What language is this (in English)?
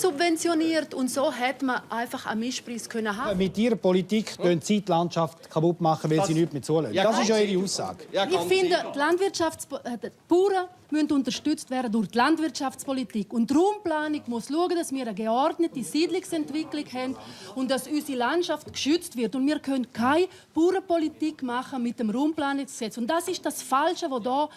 Romansh